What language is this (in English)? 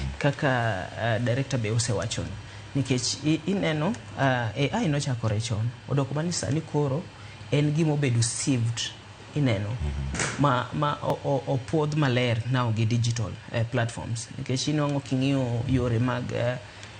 Luo (Kenya and Tanzania)